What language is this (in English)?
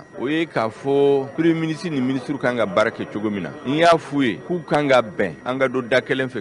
Bambara